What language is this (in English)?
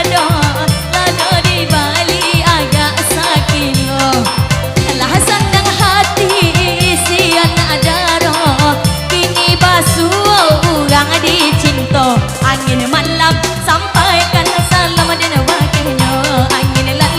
Minangkabau